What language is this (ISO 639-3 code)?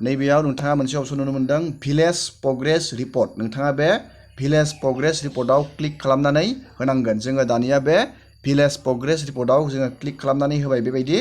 brx